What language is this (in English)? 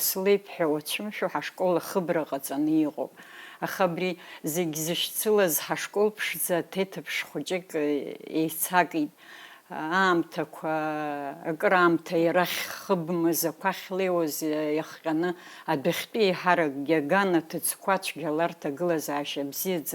Abkhazian